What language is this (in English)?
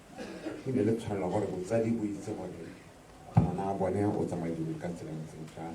Tswana